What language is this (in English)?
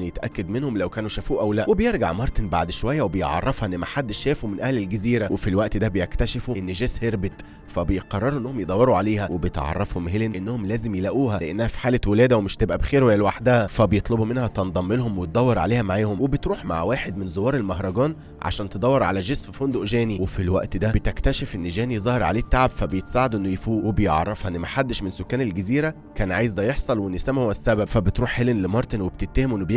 Egyptian Arabic